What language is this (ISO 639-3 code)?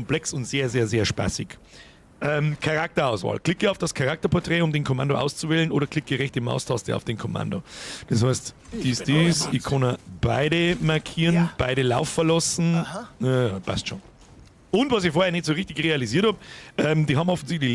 bar